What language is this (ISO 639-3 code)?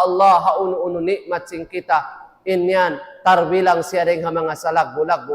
tsg